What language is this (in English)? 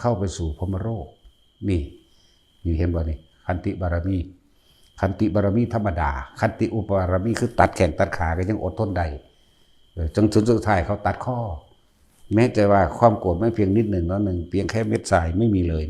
Northeastern Thai